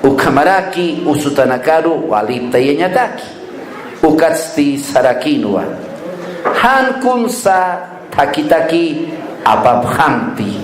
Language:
Aymara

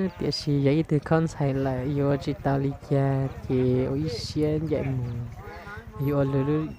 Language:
Hmong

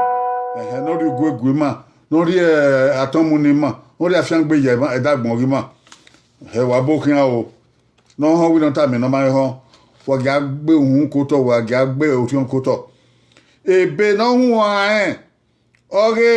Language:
Bini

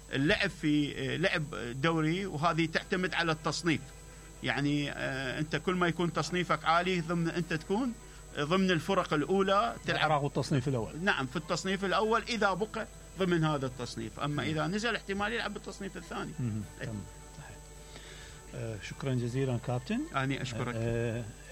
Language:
Mesopotamian Arabic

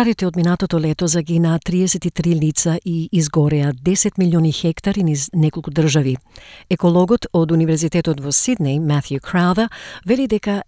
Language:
Macedonian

